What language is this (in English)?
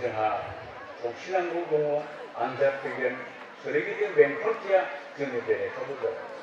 Bodo